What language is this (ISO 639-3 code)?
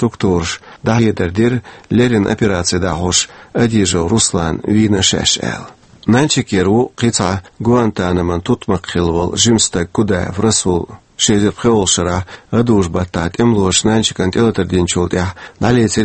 che